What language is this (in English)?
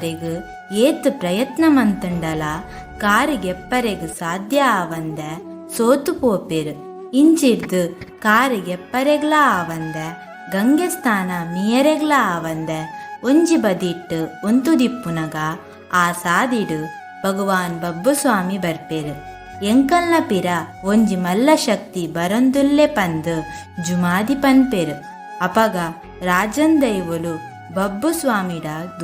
Tulu